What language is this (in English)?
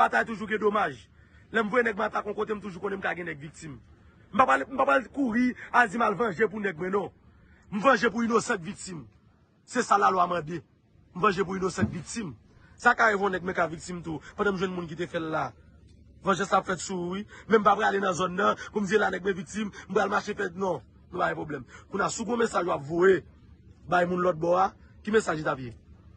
Haitian Creole